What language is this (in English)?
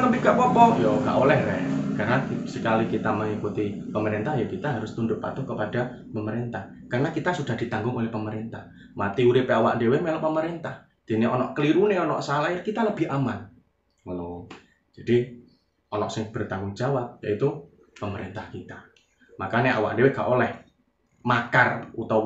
Javanese